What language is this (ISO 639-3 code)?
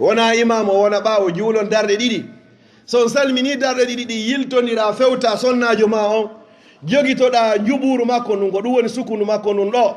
ful